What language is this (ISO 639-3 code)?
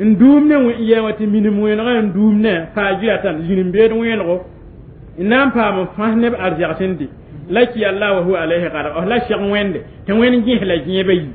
mos